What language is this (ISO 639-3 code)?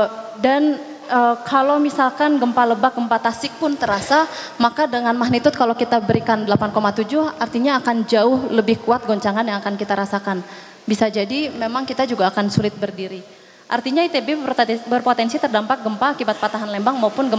ind